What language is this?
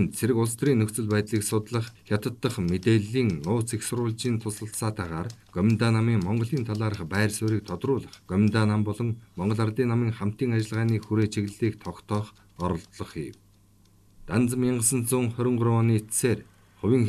Mongolian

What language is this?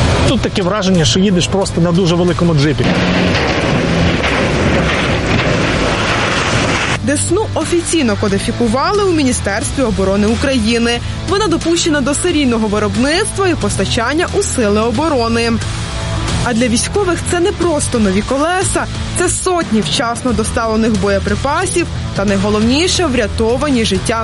Ukrainian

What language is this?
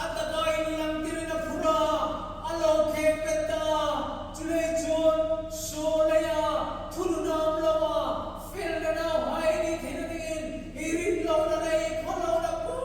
Hmar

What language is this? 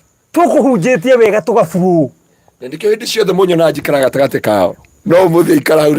Kikuyu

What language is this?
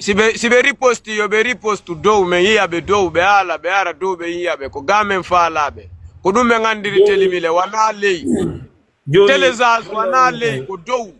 Fula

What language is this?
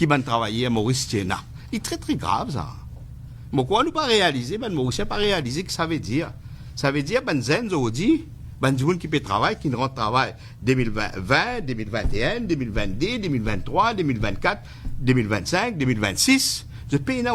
Morisyen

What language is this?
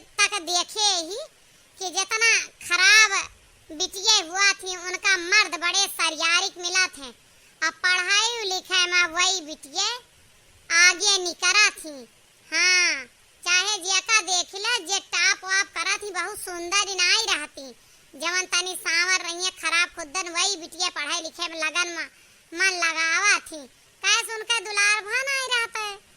Awadhi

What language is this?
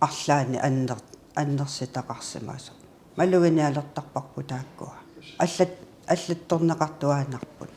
Kalaallisut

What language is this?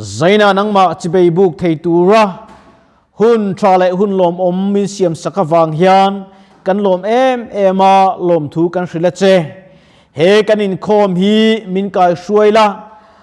Mizo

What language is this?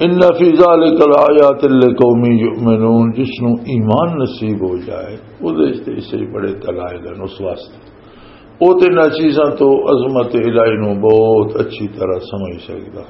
Western Panjabi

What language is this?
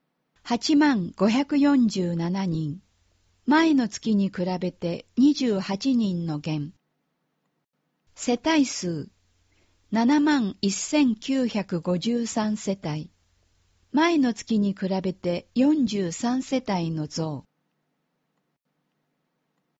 Japanese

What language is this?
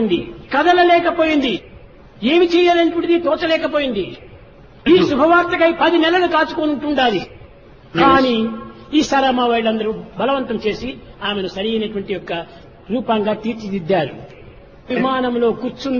Telugu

